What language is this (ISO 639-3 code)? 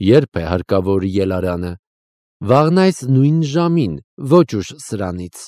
hye